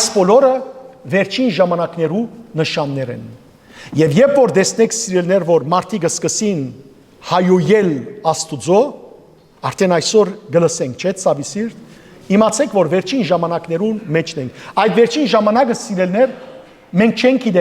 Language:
Western Armenian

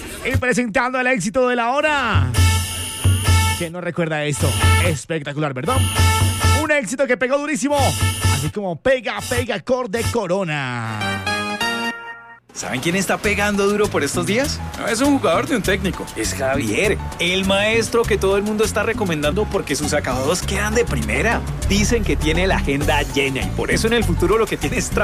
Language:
Spanish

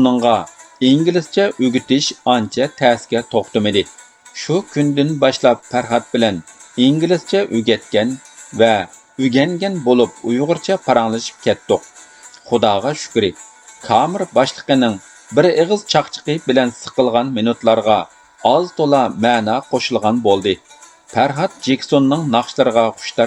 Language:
Uyghur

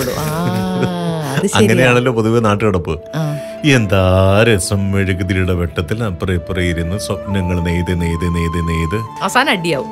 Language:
Malayalam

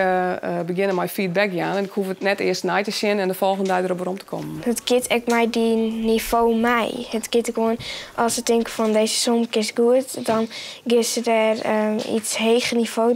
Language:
Western Frisian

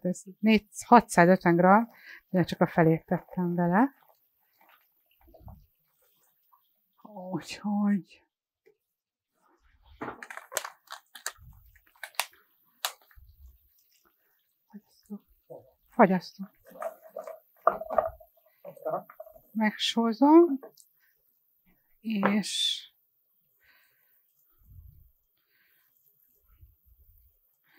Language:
Hungarian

